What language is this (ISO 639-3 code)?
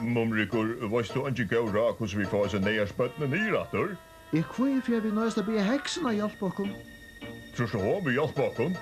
fao